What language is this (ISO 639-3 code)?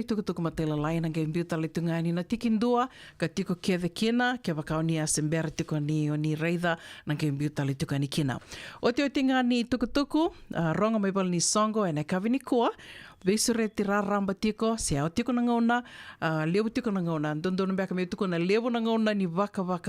fij